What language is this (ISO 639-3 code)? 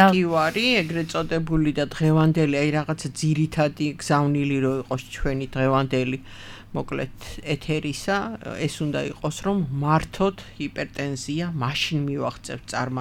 kat